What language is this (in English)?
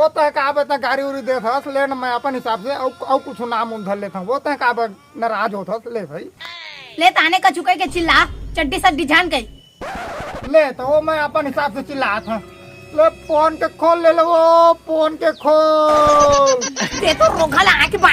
Chhattisgarhi